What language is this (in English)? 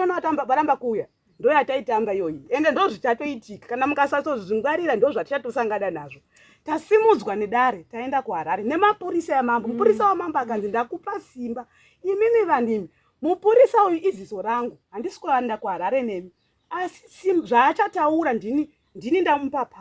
Shona